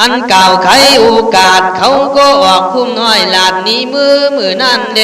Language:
Khün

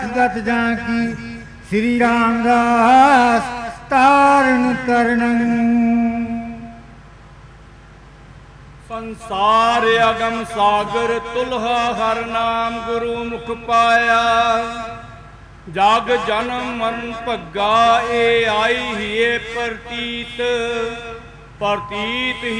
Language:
Punjabi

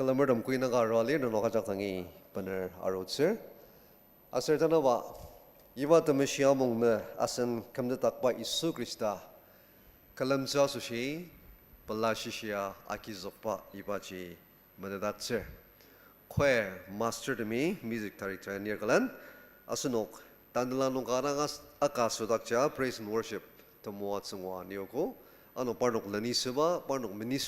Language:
Ao Naga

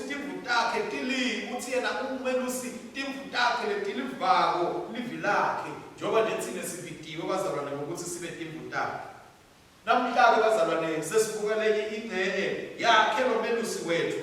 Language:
Swati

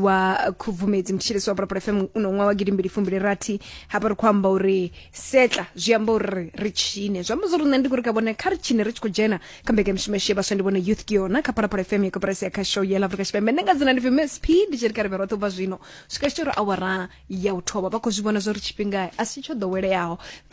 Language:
Venda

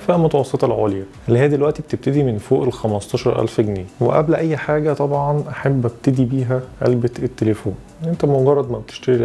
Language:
Egyptian Arabic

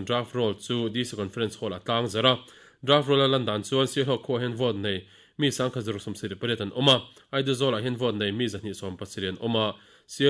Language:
Mizo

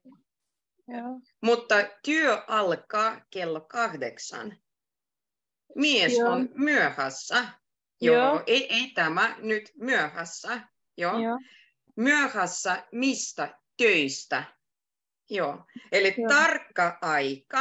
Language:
Finnish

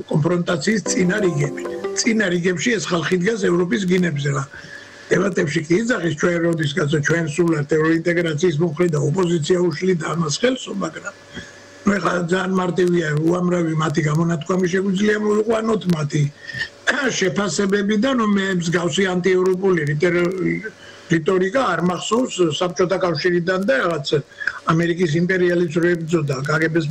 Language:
Georgian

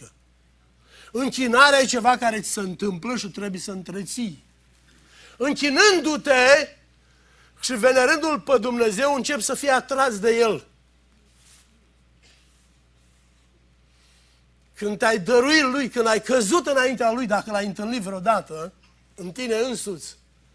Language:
Romanian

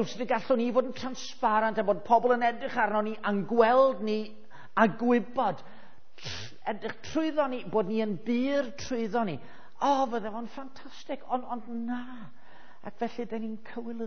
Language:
Welsh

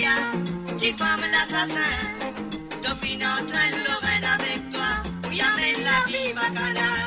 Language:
Morisyen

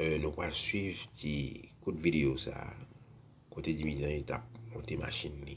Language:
Haitian Creole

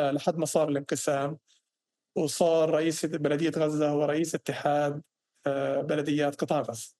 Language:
North Levantine Arabic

